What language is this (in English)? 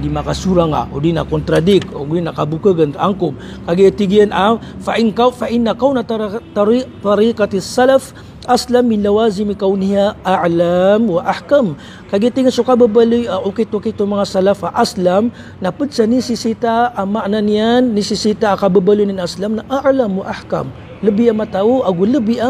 Maranao